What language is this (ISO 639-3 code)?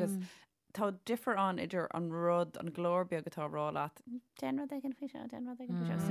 gle